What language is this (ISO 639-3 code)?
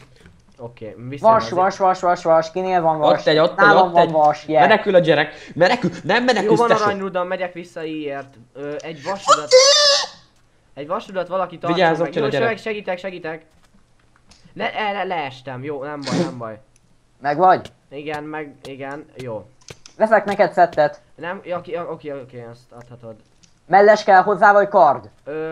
hun